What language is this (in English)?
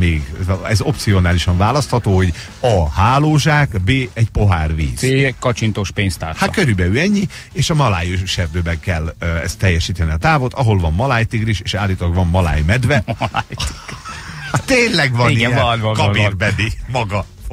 Hungarian